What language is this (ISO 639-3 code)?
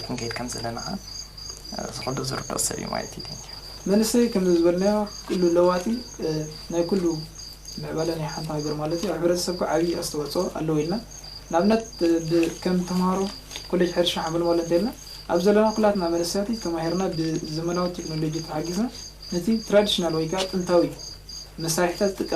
tir